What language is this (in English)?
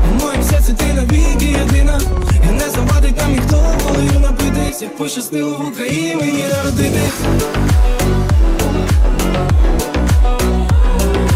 Ukrainian